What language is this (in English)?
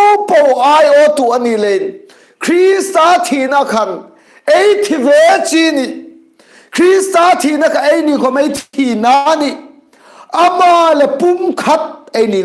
Hmar